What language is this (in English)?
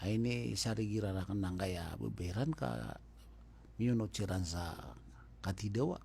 Maranao